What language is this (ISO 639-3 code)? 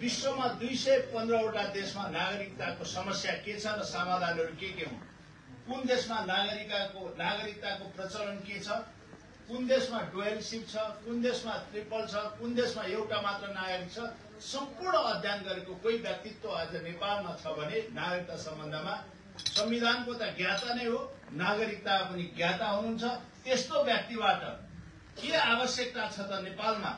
nep